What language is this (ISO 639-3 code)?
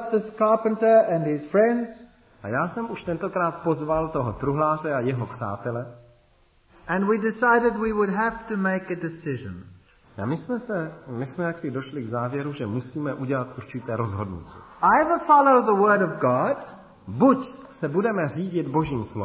ces